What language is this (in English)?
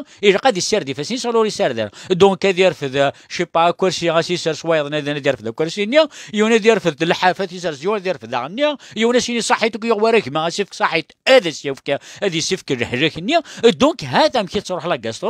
Kabyle